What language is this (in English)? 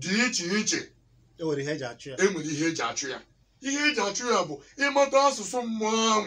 Igbo